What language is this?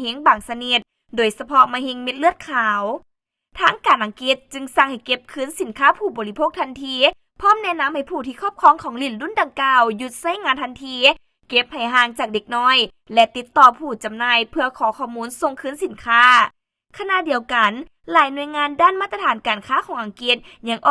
Lao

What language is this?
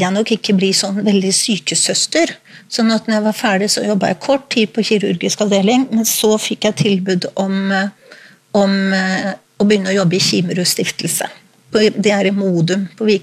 Norwegian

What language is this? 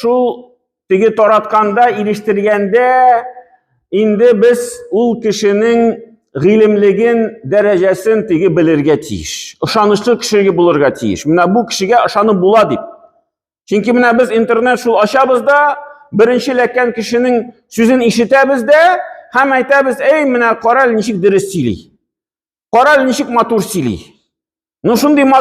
Tatar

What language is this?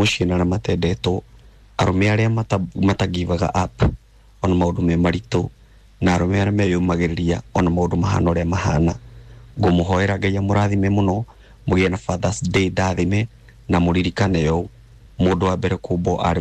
Kikuyu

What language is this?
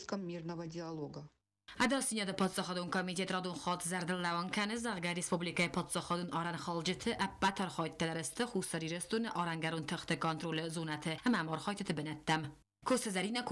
Ossetic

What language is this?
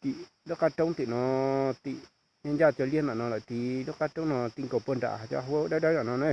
Hmong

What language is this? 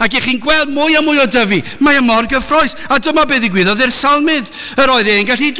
Welsh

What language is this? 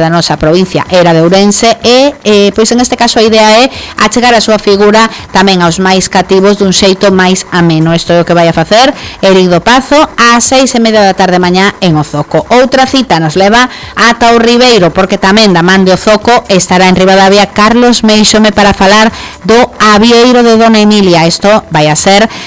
Galician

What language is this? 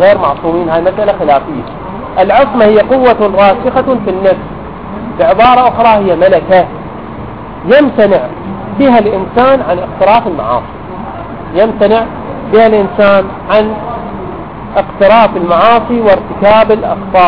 Arabic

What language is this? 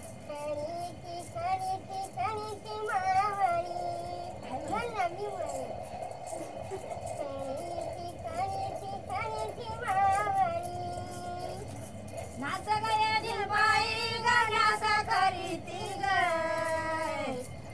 Marathi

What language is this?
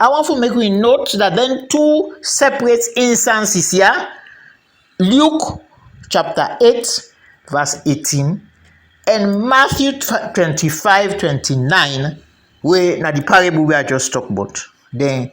Krio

